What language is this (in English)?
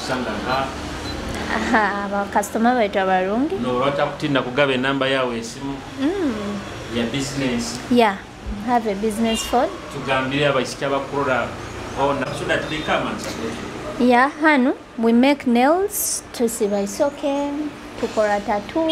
Nyoro